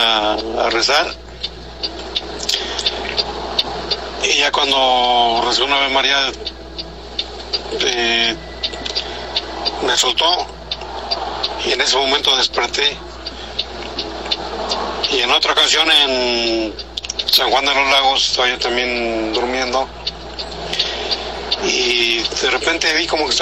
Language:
Spanish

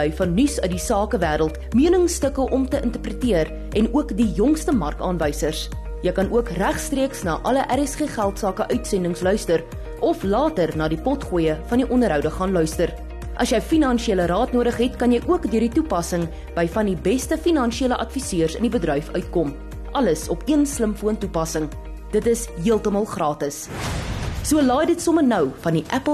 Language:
Afrikaans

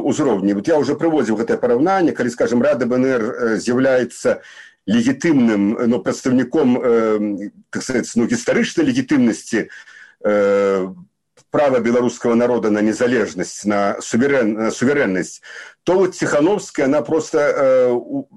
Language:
Belarusian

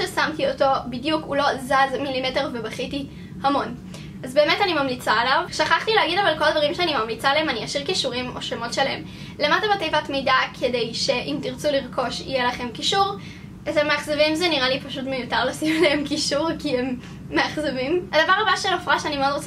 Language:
Hebrew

